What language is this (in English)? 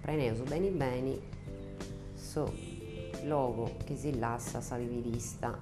Sardinian